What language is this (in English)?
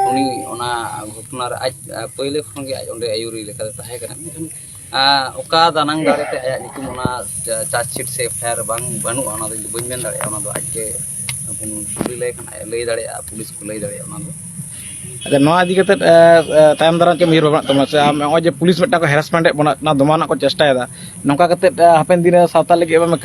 Santali